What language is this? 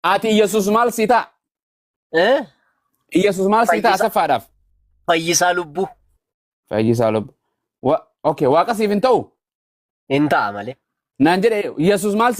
Oromo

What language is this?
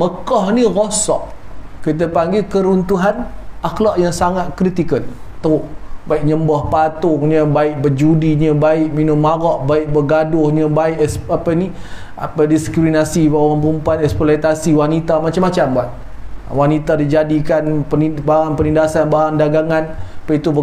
Malay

